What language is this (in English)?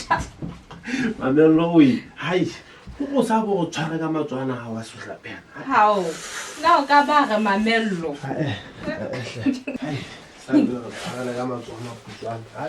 Southern Sotho